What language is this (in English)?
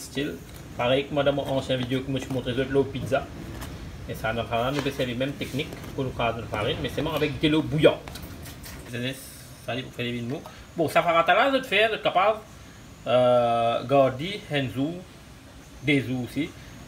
Morisyen